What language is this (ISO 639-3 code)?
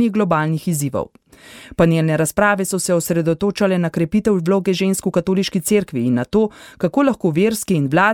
slv